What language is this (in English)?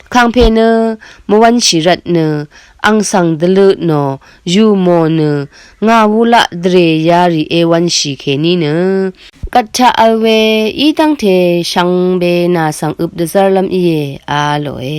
Rawang